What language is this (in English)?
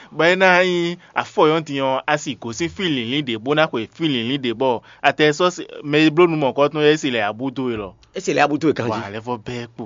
Fon